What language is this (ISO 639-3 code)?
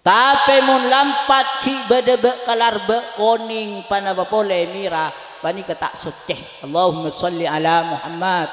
mad